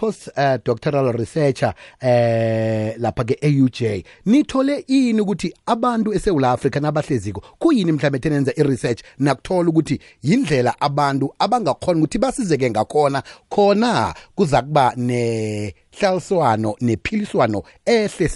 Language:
Xhosa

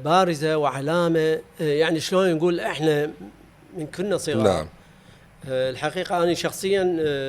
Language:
Mesopotamian Arabic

